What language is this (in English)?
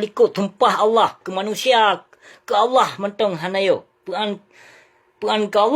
Achinese